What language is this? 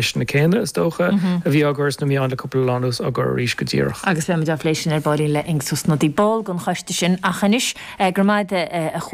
Irish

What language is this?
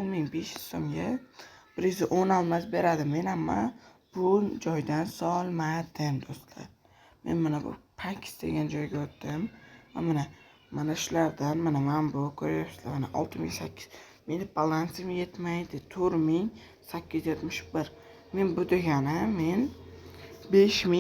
Uzbek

